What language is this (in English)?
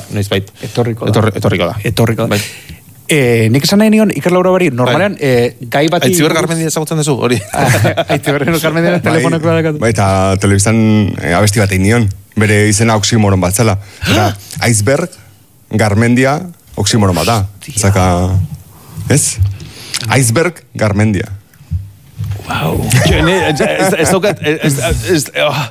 Basque